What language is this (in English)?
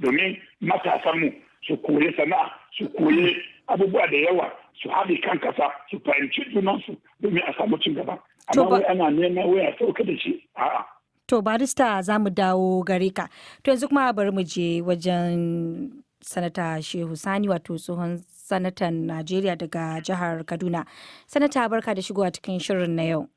Hausa